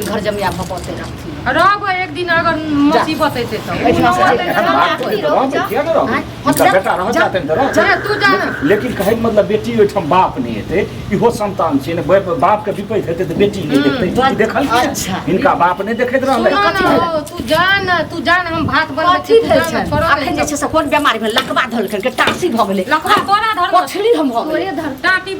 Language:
Maithili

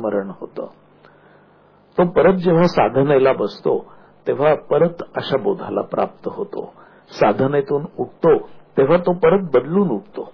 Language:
Marathi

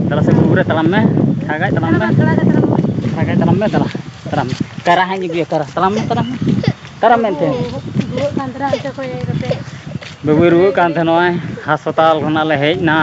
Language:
Santali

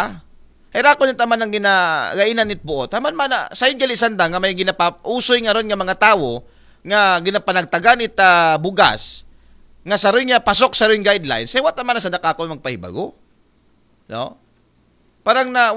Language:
Aklanon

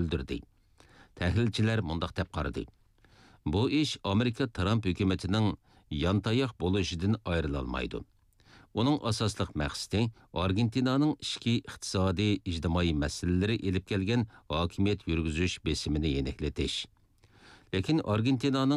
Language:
Uyghur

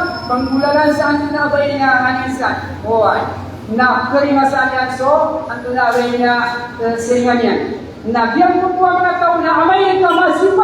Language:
Maranao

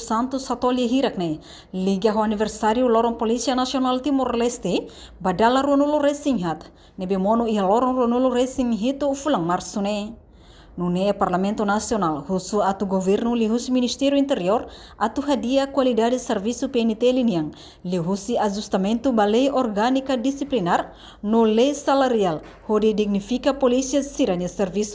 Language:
Tetum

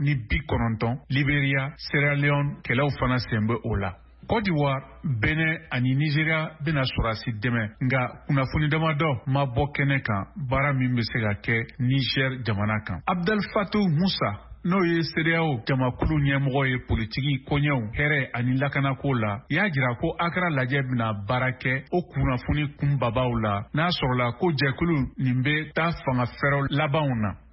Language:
Bambara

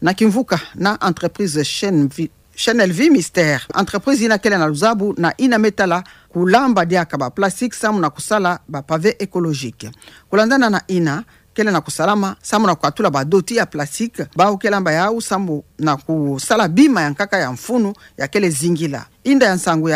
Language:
Kituba (Democratic Republic of Congo)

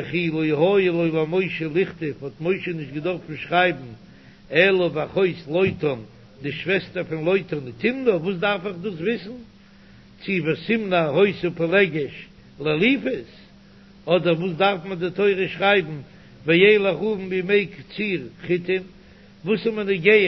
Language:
Yiddish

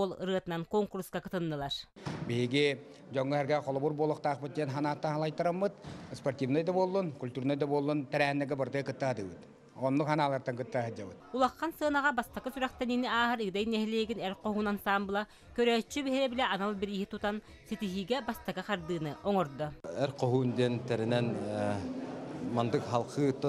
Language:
Yakut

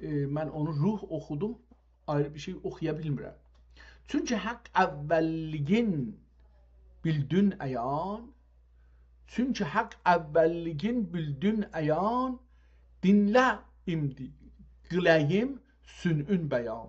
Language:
South Azerbaijani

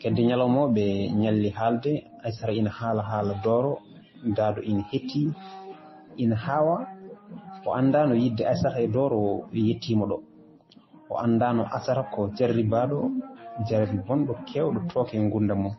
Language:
Fula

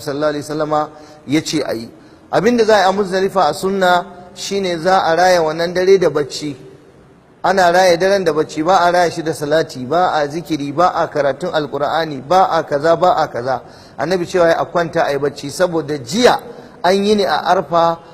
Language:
Hausa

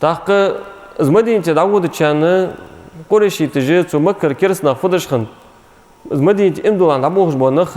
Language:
Ingush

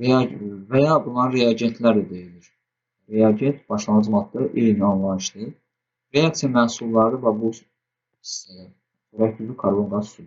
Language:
Azerbaijani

